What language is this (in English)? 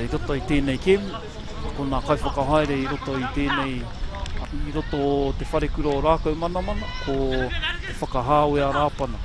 Māori